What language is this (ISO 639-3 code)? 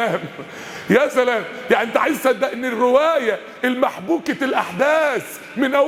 arz